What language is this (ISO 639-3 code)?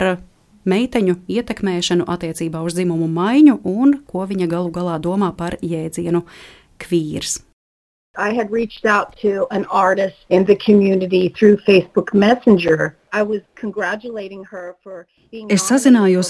lav